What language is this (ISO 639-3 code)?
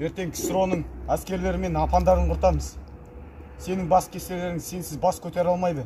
kaz